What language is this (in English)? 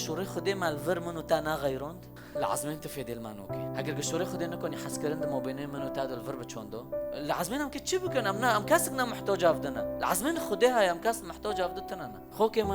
Kurdish